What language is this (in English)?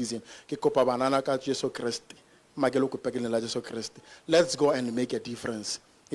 Tswana